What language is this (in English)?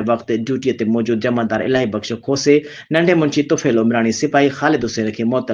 Sindhi